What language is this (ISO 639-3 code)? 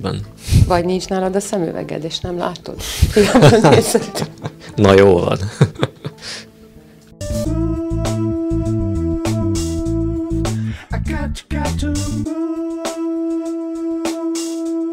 hun